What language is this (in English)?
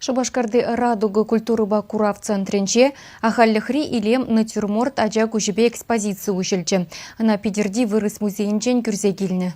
Chuvash